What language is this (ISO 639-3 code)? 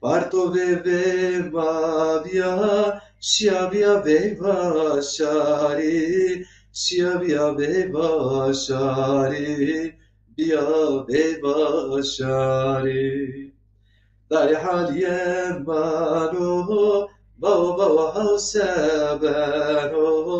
zza